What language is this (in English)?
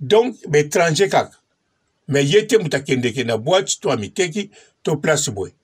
Lingala